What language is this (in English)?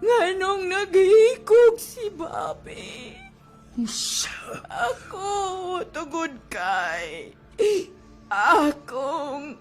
Cebuano